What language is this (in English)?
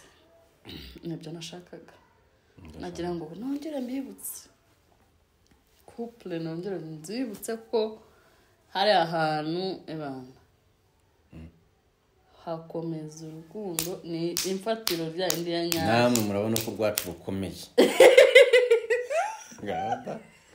Kinyarwanda